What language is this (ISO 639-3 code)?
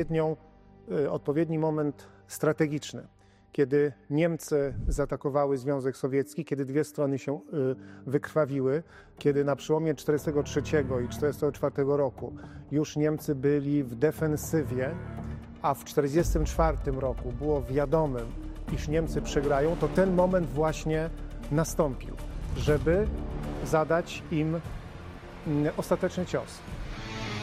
pol